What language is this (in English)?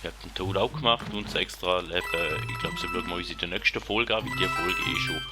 Swiss German